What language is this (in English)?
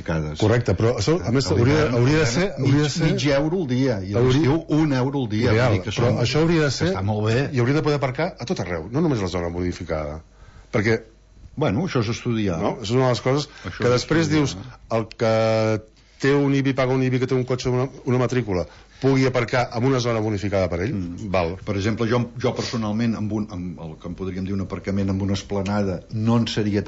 Catalan